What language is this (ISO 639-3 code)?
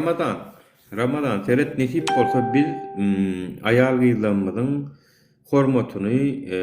tuk